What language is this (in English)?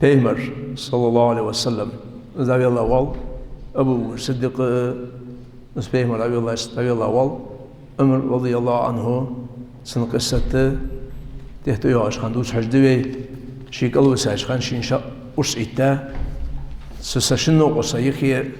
Ingush